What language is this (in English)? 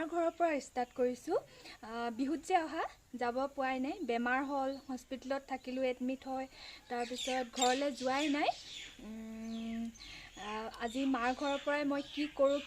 Assamese